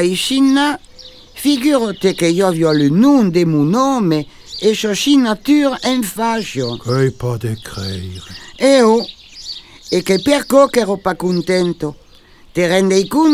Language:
Occitan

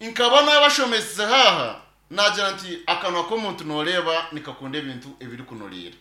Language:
Nyankole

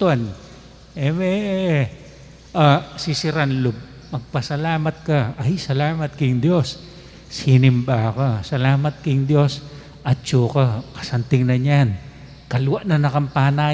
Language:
Pampanga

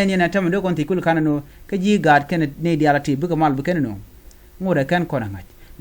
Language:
Nuer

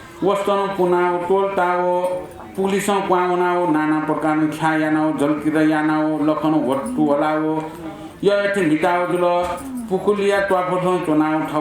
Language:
Newari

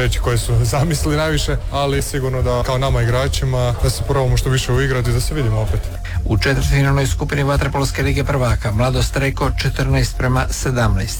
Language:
Croatian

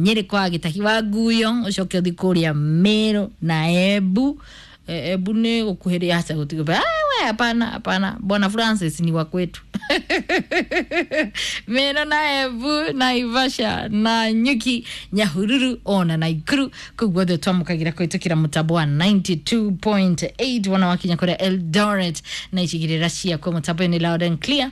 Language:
Kikuyu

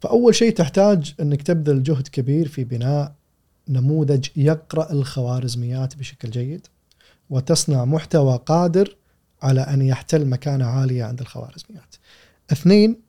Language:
Gulf Arabic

